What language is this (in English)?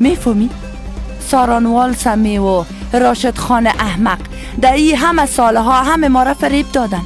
Persian